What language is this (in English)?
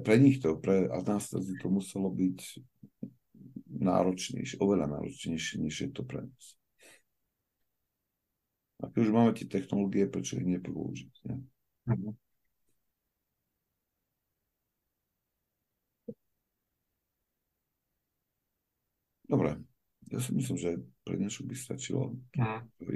Slovak